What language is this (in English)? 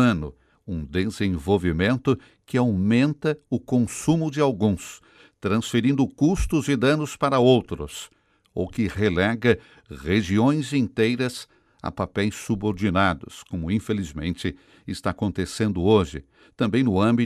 Portuguese